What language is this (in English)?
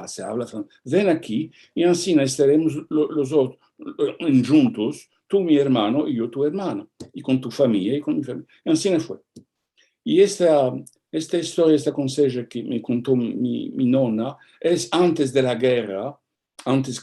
Ladino